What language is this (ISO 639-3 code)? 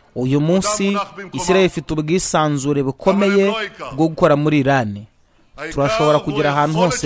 kin